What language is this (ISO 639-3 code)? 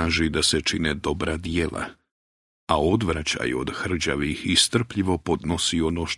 bos